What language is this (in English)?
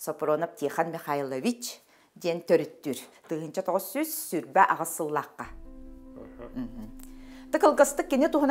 Yakut